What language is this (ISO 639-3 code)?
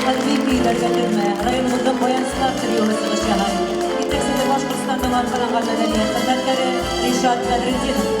bak